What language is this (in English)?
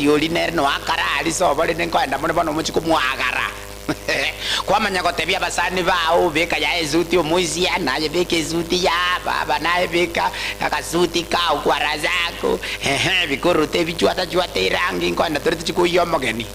Gusii